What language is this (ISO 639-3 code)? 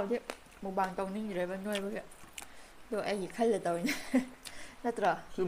mni